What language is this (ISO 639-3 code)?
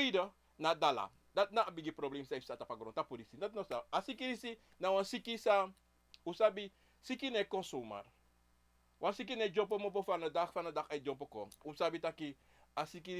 srn